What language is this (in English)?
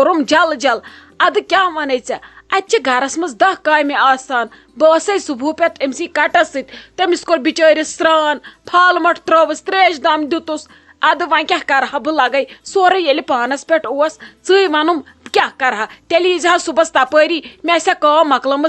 Kashmiri